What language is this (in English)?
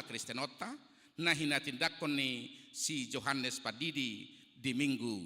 Batak Toba